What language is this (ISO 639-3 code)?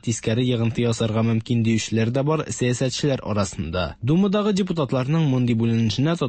tat